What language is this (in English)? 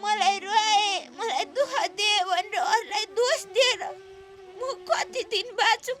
Nepali